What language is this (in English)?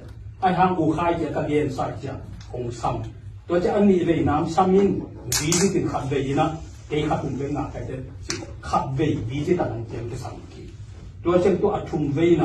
Tedim Chin